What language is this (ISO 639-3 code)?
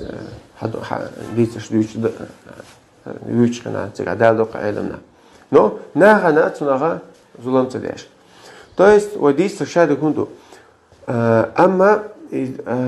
che